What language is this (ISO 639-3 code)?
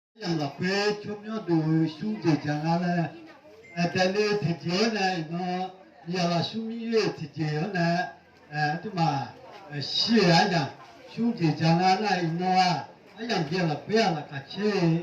ahk